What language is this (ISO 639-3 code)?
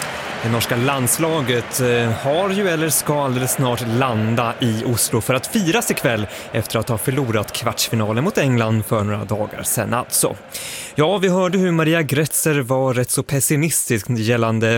swe